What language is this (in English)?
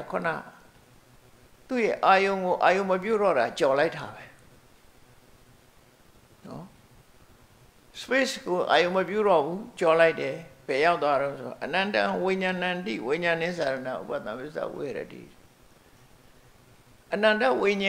Burmese